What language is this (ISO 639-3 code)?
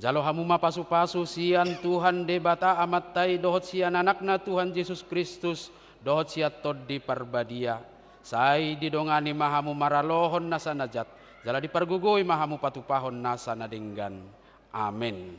bbc